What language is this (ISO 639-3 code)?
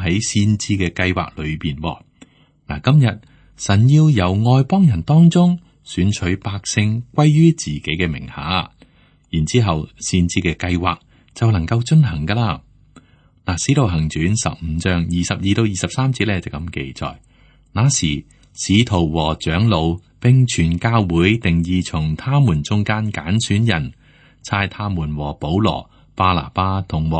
yue